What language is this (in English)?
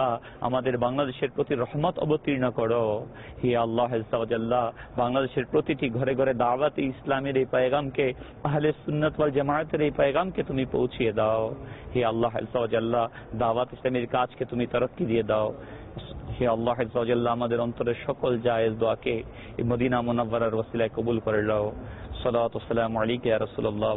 Bangla